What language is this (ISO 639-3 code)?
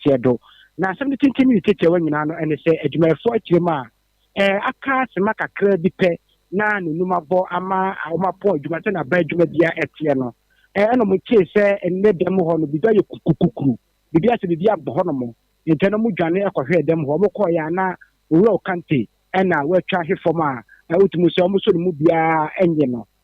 aka